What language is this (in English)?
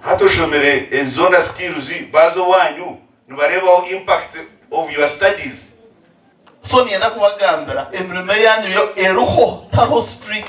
Nyankole